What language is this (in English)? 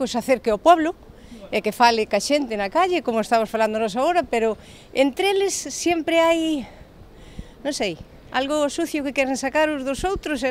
Galician